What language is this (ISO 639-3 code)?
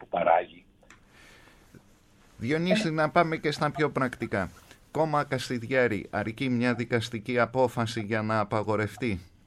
ell